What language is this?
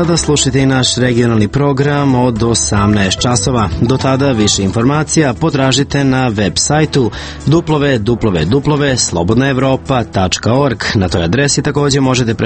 Serbian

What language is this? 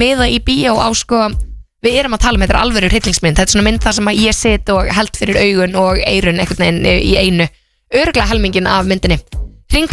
Icelandic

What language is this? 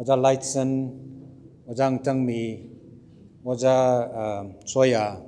Tangkhul Naga (India)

